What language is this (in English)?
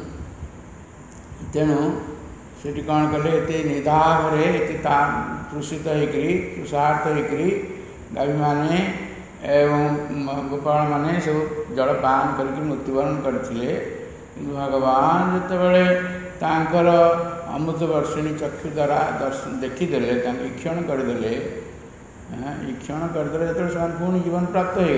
Odia